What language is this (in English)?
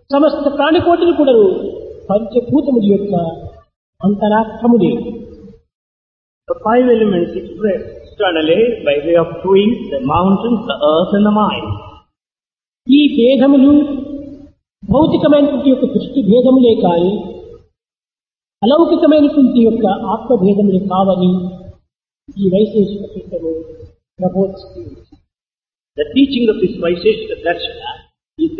Telugu